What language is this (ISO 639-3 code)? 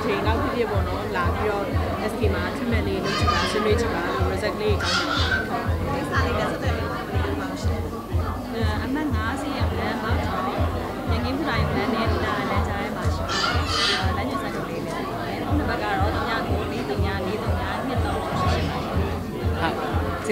mya